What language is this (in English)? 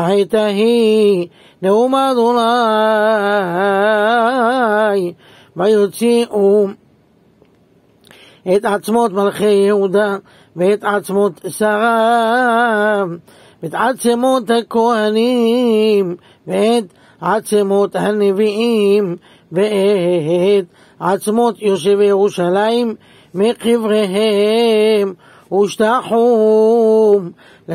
Hebrew